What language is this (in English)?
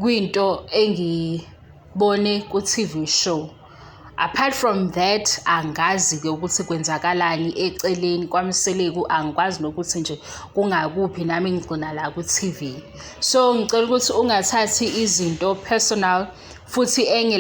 Zulu